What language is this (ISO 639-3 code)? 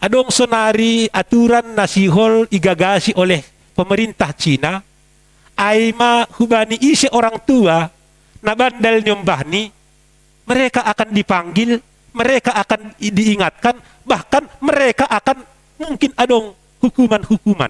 bts